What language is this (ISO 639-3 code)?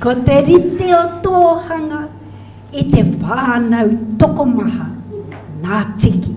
mri